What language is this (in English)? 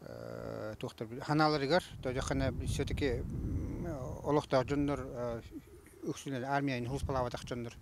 Yakut